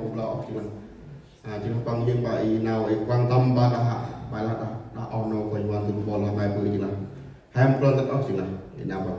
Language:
Central Mnong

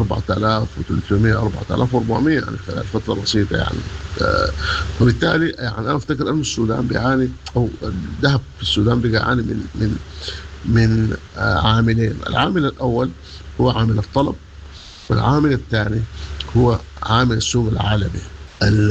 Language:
Sudanese Arabic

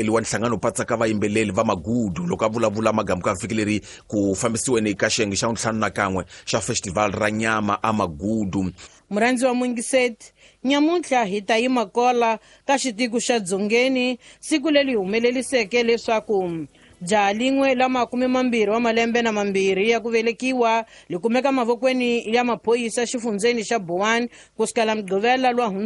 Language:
Tsonga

